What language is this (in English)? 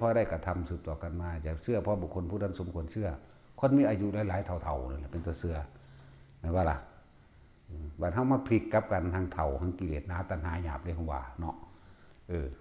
Northeastern Thai